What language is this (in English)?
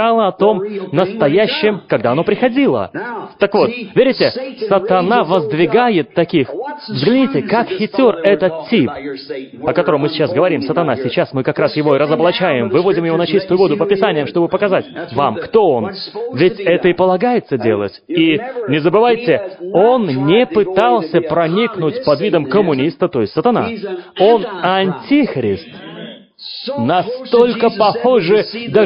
Russian